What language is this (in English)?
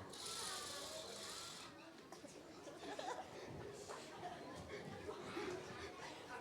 S'gaw Karen